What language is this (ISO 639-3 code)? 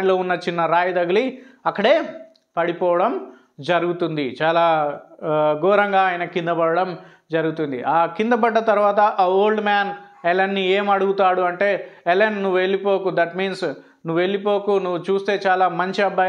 tel